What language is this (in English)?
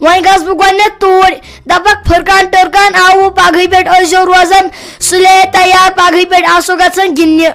Kashmiri